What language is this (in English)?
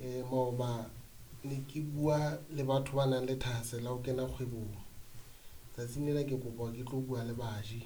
Southern Sotho